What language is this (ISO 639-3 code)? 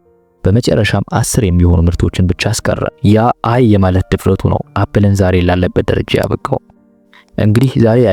amh